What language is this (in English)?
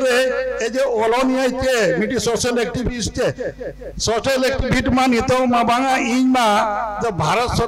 Santali